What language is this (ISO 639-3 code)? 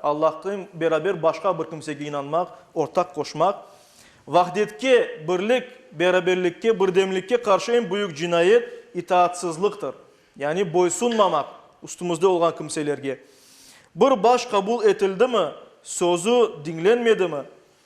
crh